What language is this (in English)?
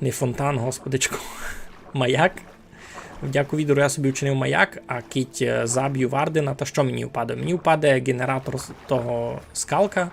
Rusyn